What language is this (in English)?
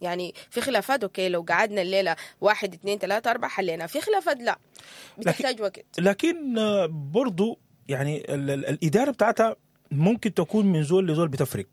Sudanese Arabic